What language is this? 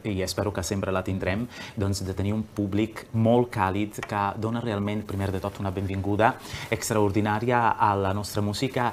Catalan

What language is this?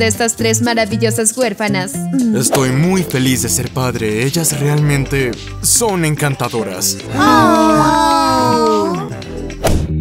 Spanish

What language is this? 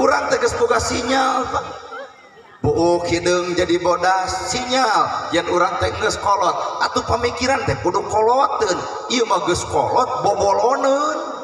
Sundanese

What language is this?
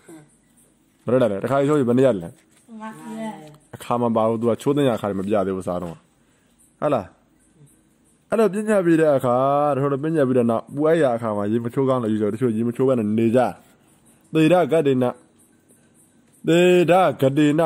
Burmese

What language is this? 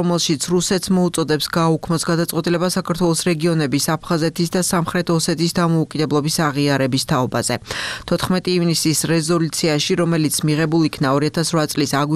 Georgian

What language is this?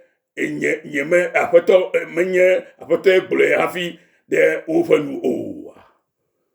Ewe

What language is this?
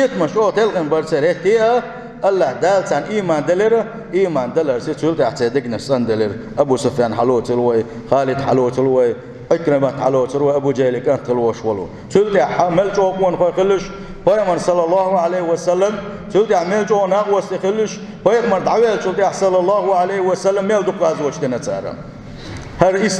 Chechen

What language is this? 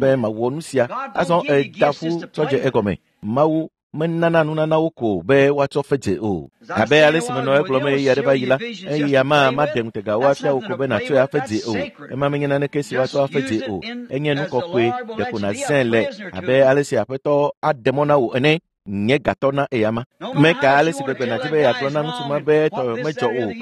Ewe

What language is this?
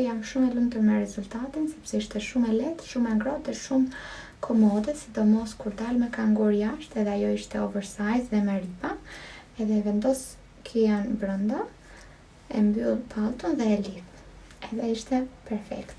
Albanian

